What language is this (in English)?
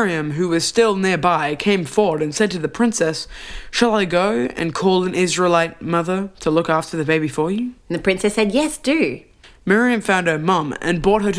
English